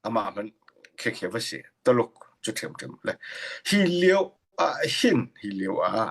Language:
Hakha Chin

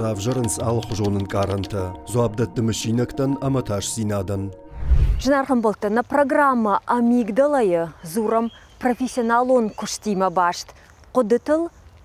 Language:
Ossetic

